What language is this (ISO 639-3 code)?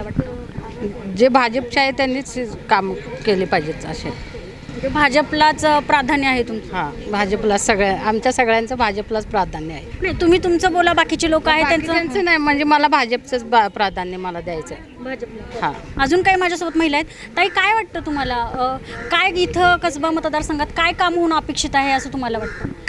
mar